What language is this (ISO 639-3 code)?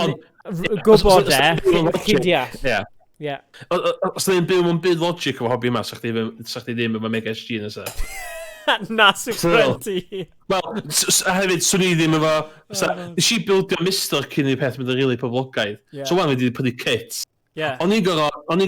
cym